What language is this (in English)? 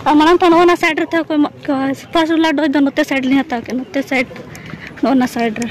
Santali